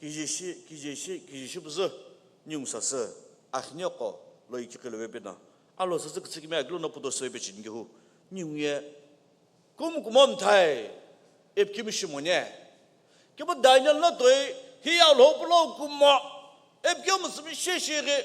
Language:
Sumi Naga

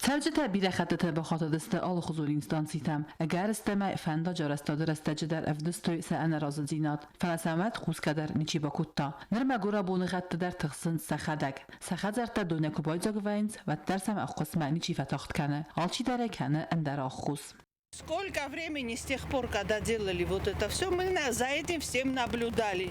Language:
Ossetic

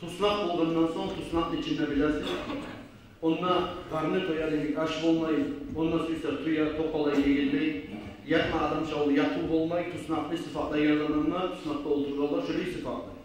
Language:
Kumyk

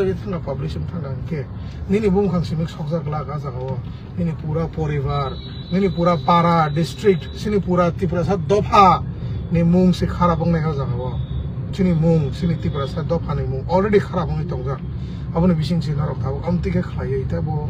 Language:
Kok Borok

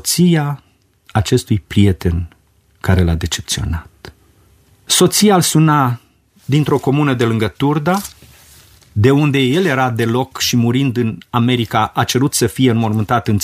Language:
Romanian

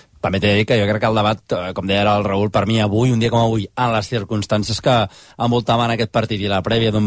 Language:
Catalan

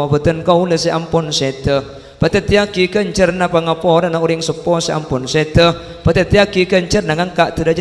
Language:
Madurese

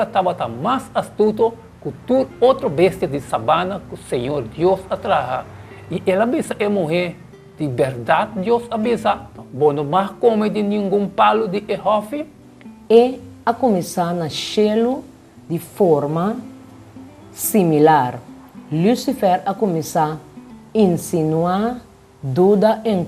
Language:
Papiamento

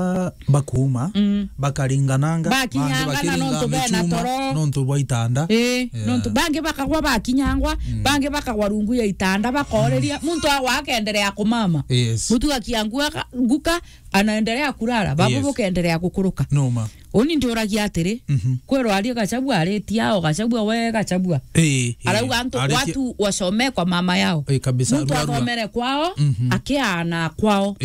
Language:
Meru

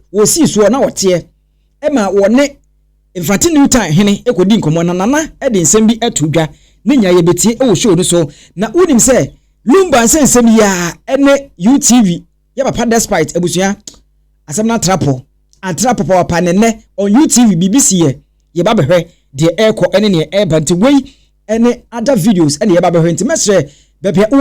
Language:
Akan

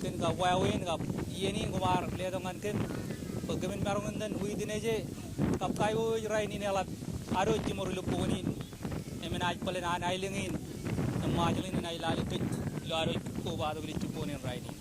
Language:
Marshallese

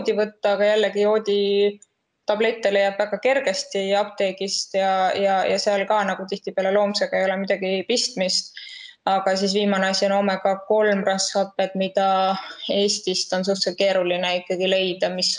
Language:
Estonian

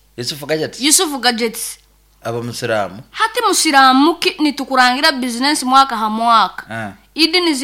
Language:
Nyoro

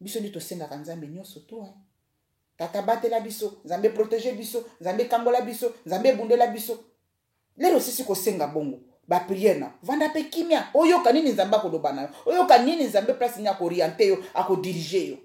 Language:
Lingala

